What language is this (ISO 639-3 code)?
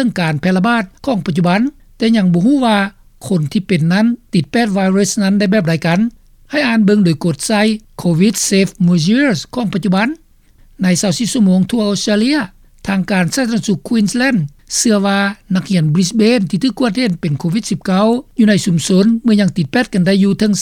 lao